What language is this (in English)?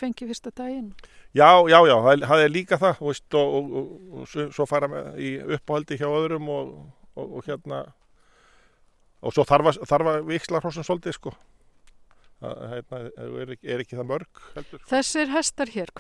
Icelandic